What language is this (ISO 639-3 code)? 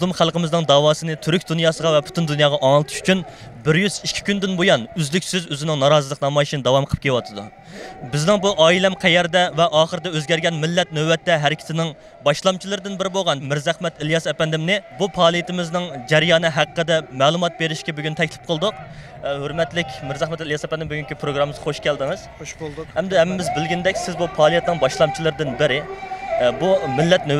uig